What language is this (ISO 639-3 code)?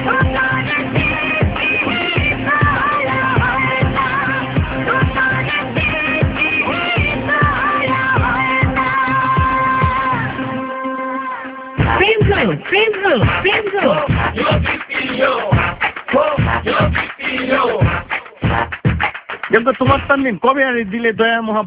ben